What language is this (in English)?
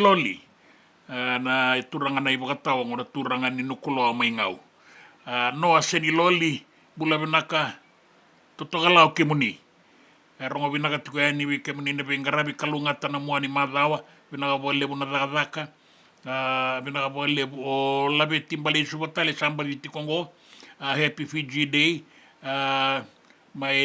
Fijian